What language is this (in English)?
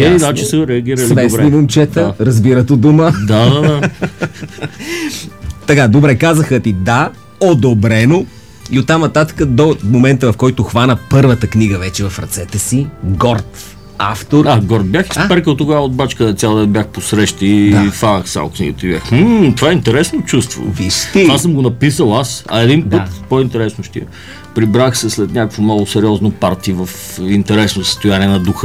Bulgarian